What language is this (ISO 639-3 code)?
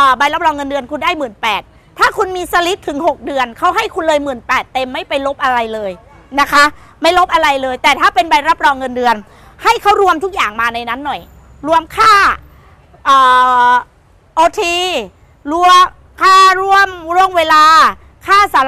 tha